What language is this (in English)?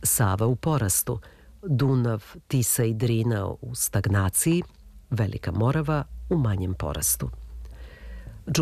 Serbian